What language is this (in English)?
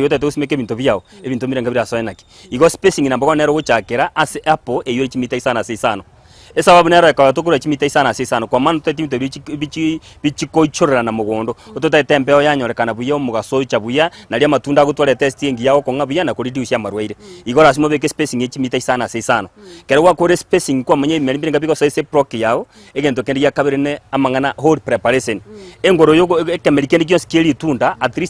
Gusii